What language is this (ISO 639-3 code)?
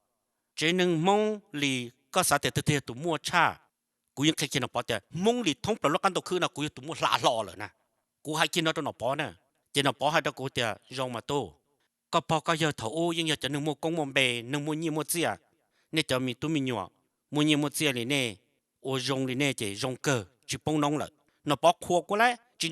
hmn